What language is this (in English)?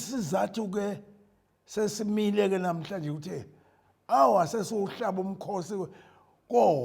Zulu